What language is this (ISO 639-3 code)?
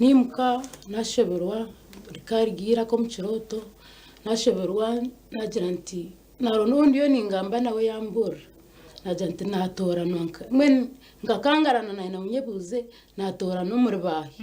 nyn